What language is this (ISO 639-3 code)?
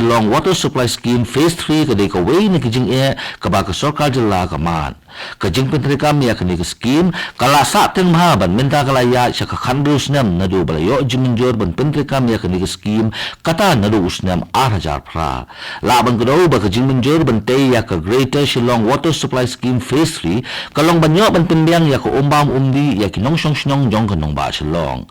kha